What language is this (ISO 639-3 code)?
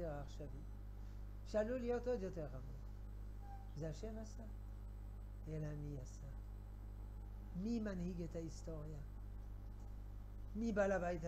heb